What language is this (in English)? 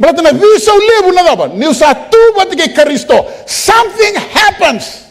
Fijian